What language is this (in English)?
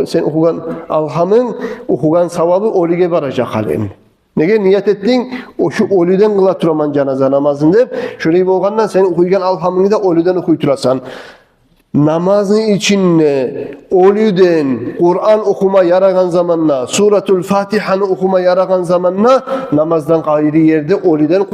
Kumyk